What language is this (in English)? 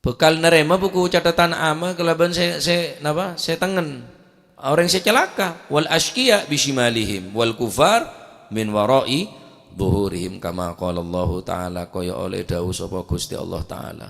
Madurese